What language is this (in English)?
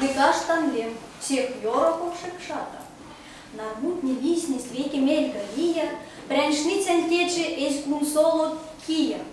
Erzya